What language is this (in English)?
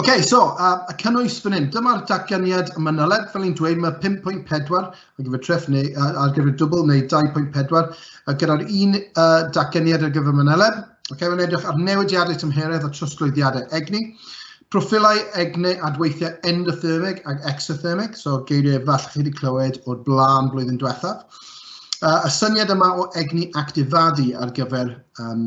Welsh